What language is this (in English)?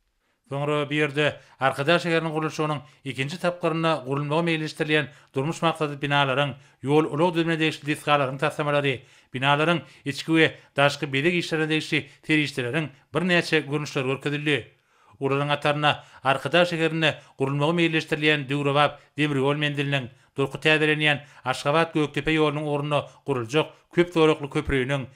Turkmen